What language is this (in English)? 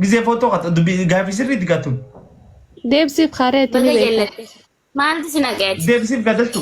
Oromo